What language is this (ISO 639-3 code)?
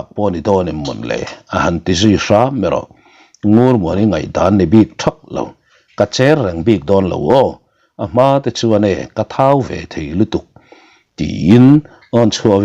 lus